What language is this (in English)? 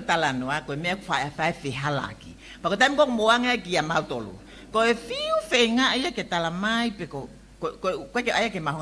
Tongan